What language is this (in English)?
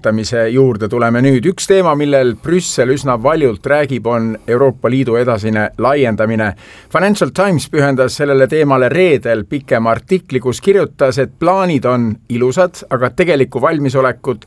Estonian